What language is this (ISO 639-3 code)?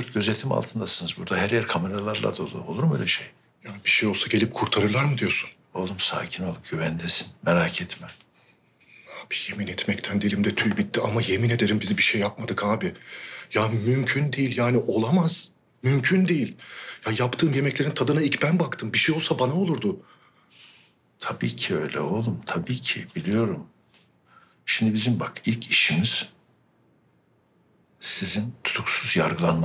tur